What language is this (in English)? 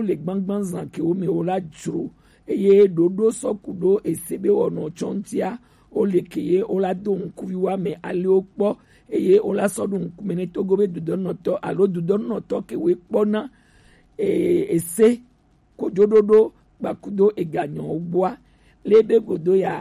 Gen